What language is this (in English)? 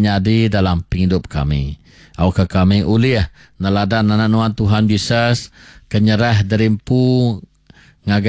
Iban